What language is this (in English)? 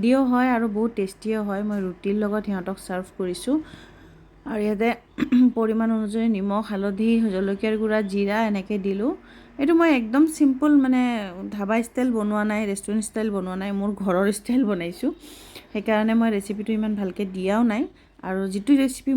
Assamese